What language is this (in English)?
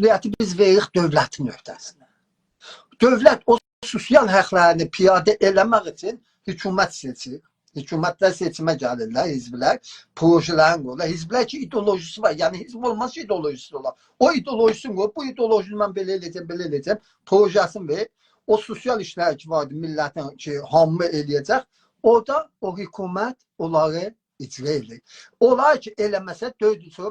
South Azerbaijani